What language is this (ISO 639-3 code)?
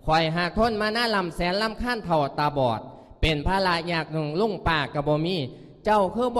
lao